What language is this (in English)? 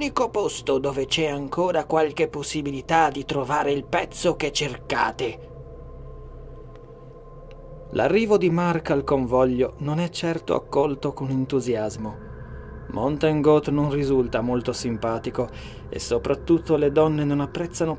Italian